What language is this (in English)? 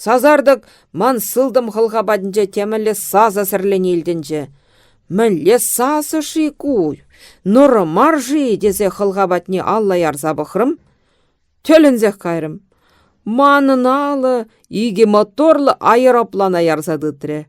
Chuvash